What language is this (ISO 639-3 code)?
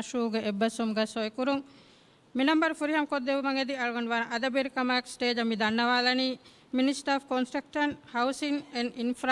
div